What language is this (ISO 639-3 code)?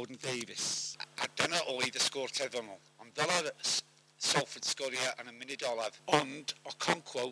cym